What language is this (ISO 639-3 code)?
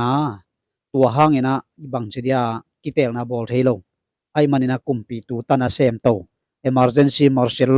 ctd